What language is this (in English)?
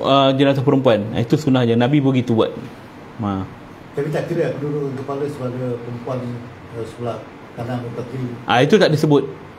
Malay